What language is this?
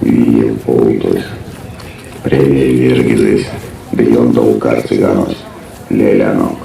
Erzya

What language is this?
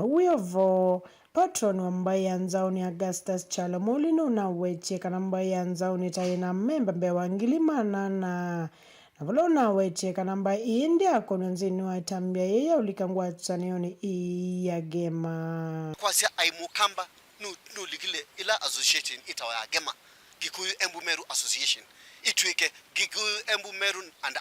Kamba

